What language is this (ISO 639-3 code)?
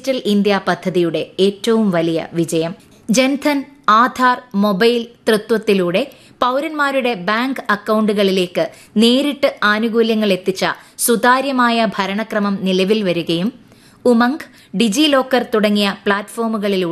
mal